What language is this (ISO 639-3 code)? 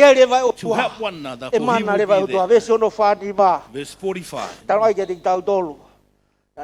ton